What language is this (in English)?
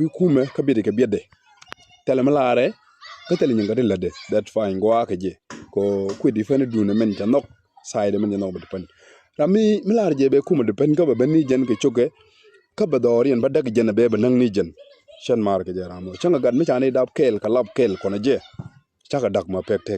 Nuer